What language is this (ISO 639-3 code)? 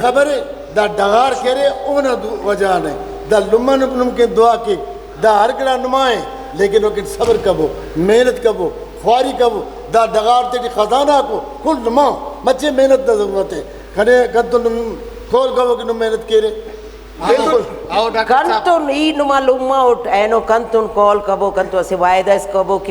brh